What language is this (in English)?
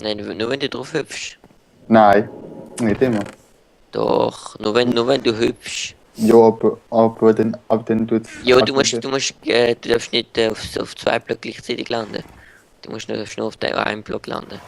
Swiss German